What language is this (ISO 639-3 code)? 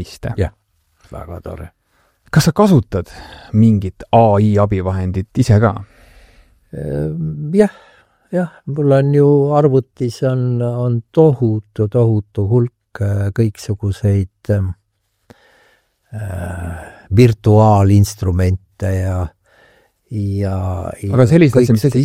est